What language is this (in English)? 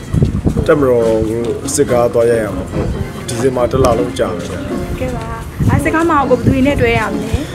Burmese